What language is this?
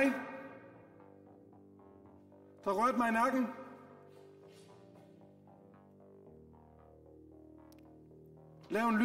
Danish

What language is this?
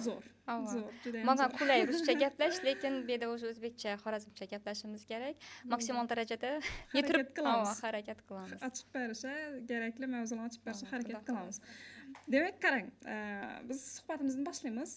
Uzbek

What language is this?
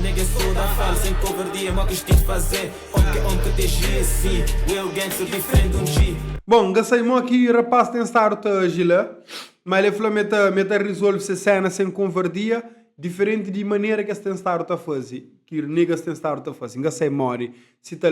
Kabuverdianu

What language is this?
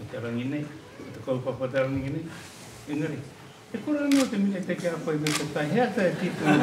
Māori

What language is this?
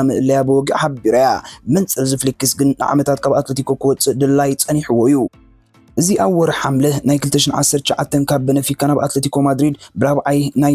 Tigrinya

